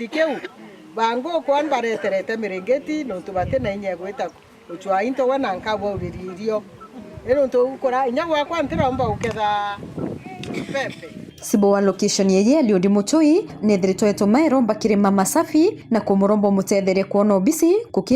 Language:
Meru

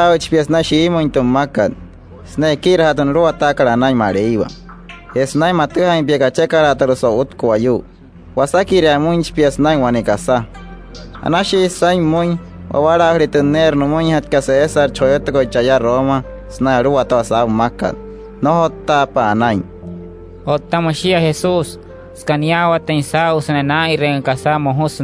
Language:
Wayuu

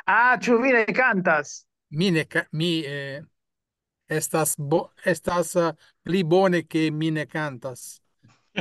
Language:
Esperanto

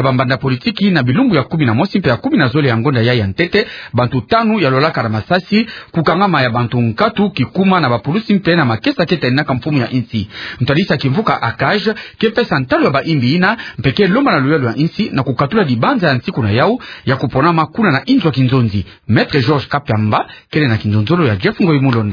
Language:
Kituba (Democratic Republic of Congo)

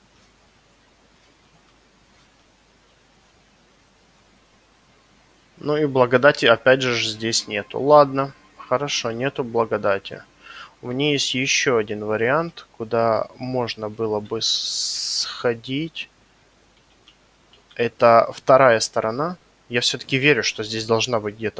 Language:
Russian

